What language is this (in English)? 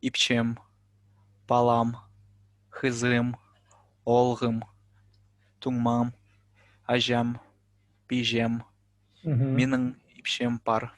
Khakas